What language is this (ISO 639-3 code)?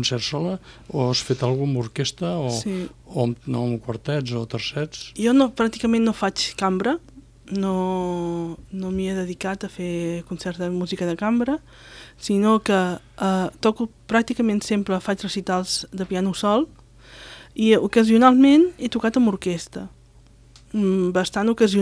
cat